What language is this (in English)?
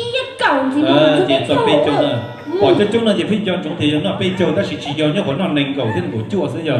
Hmong